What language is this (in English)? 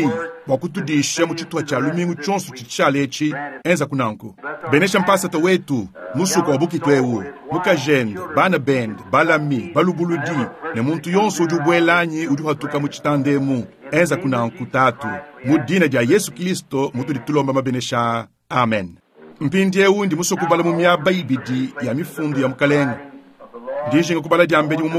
Luba-Lulua